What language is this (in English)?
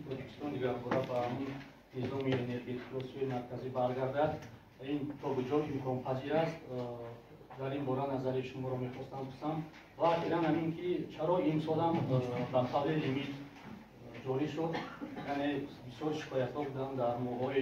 Tajik